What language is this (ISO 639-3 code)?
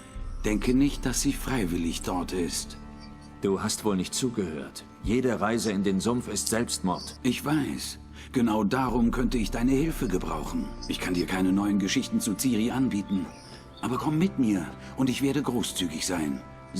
gsw